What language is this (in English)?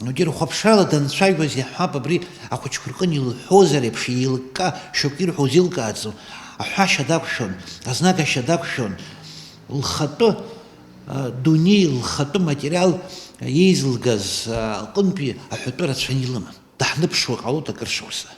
Abkhazian